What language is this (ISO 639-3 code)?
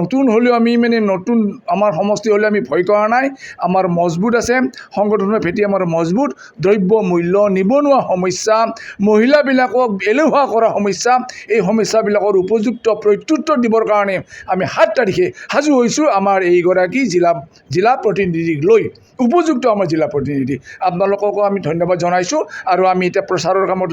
asm